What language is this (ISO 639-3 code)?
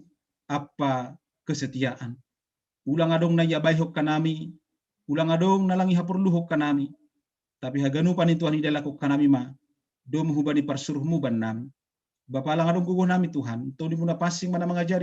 bts